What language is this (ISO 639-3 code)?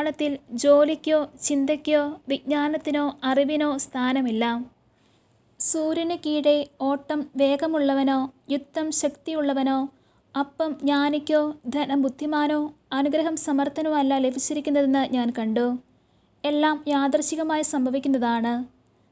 mal